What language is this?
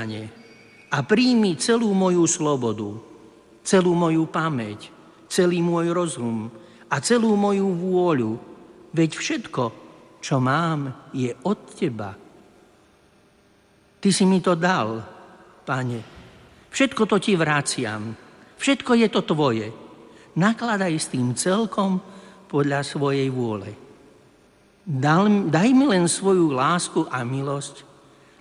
Slovak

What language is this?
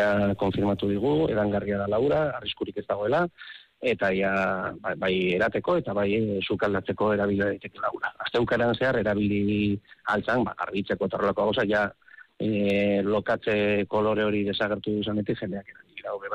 Basque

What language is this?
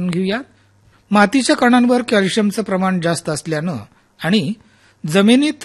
Marathi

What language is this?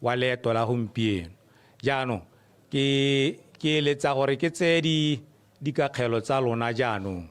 Tswana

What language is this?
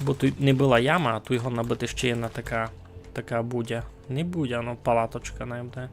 Rusyn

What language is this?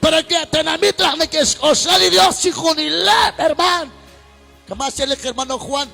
Kekchí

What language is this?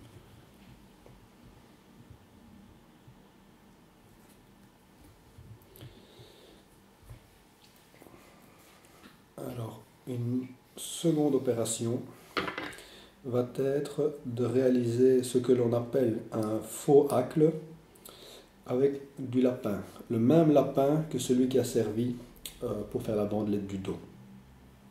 French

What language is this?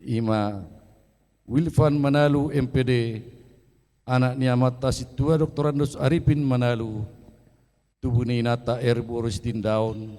Batak Toba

